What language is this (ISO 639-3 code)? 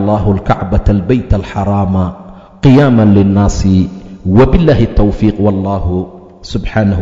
som